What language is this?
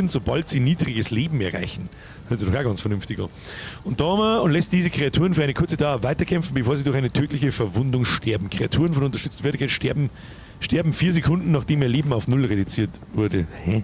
Bavarian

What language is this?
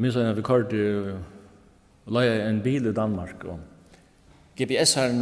Faroese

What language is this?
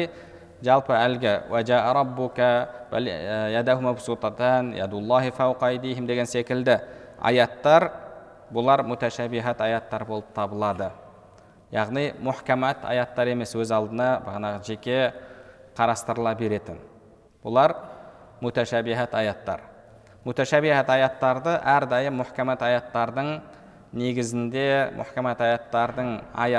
Kazakh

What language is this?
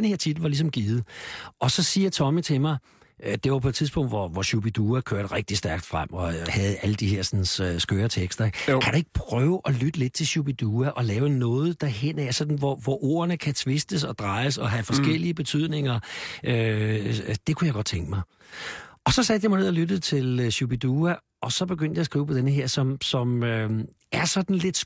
Danish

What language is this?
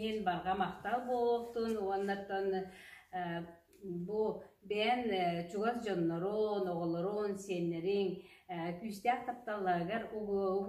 Yakut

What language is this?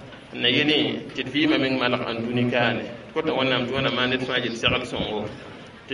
Mossi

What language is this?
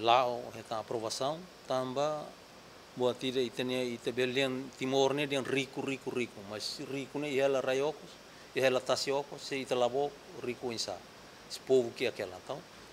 Tetum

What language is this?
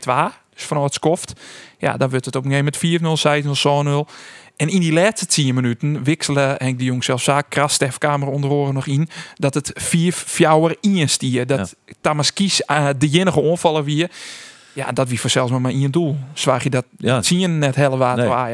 Western Frisian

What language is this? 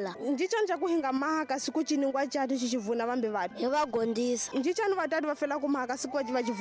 Tsonga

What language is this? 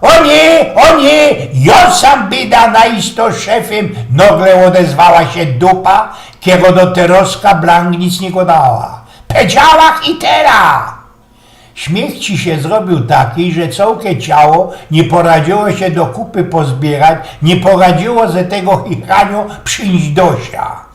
Silesian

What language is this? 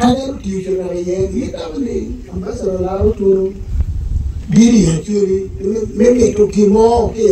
Acoli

